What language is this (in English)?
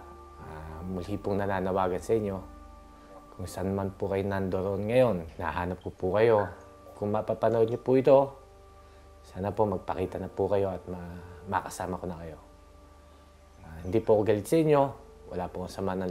Filipino